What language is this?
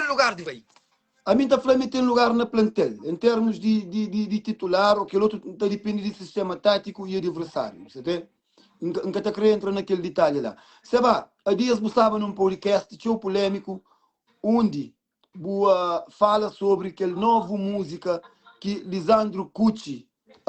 Kabuverdianu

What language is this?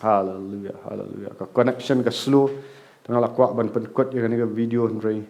Khasi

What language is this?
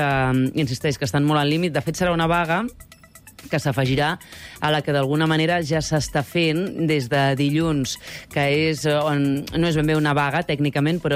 Catalan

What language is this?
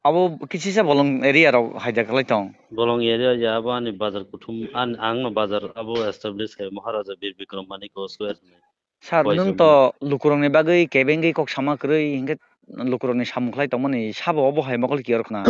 Kok Borok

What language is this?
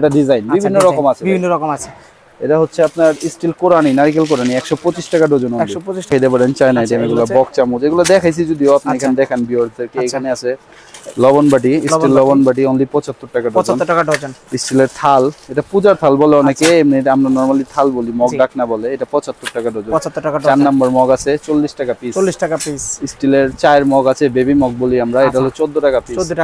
Bangla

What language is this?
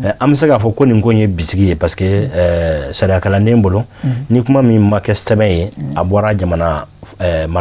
Bambara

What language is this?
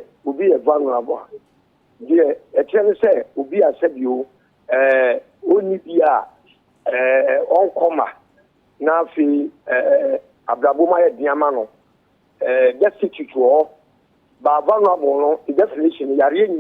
Akan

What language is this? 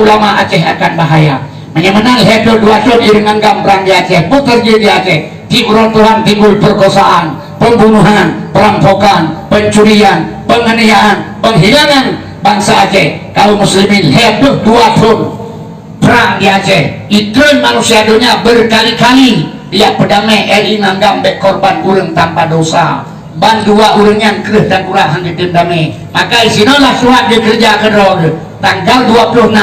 Achinese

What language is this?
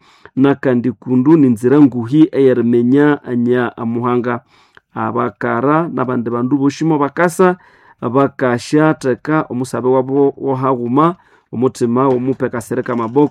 Nande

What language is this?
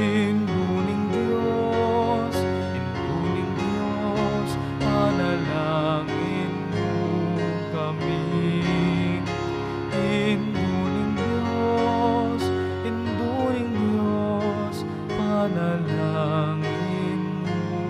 Pampanga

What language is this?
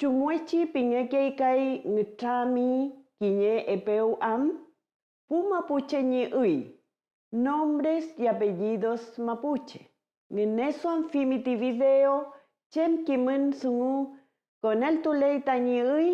Mapuche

